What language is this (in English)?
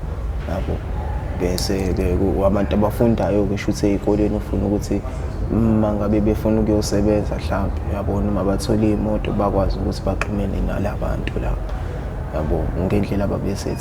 Zulu